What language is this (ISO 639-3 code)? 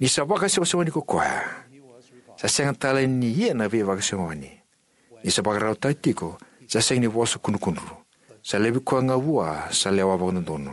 fij